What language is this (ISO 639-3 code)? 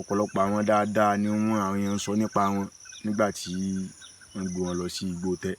yor